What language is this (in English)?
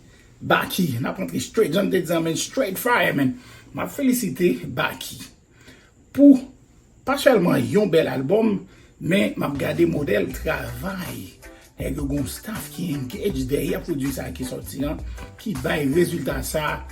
Haitian Creole